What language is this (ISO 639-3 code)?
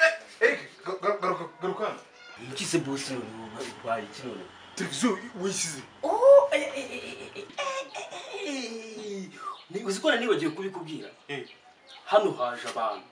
kin